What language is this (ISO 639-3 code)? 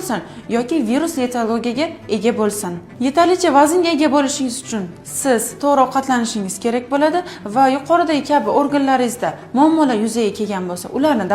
uzb